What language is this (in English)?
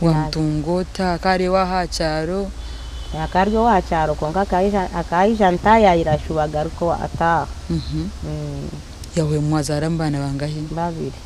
Nyankole